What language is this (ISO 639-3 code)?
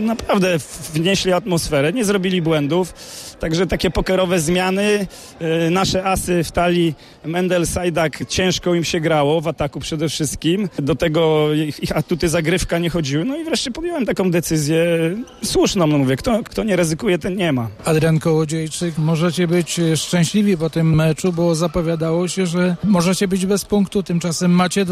pol